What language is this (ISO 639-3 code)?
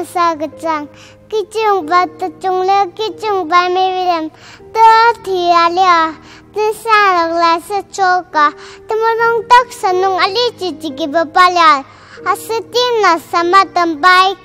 njo